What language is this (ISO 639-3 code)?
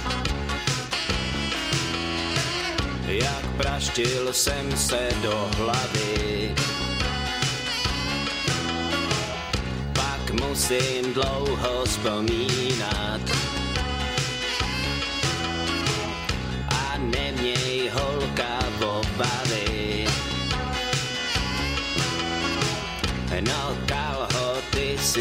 ces